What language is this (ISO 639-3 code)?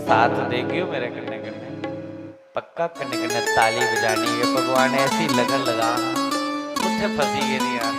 doi